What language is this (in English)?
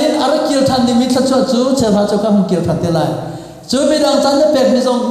Hakha Chin